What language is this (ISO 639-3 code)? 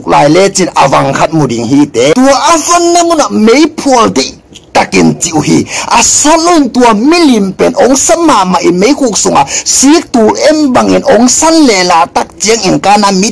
ctd